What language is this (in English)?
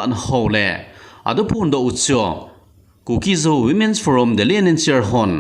Thado Chin